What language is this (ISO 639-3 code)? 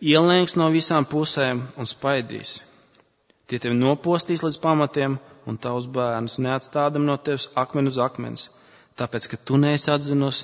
lav